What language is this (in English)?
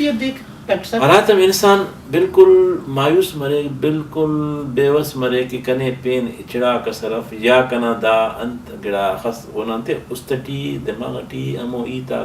Brahui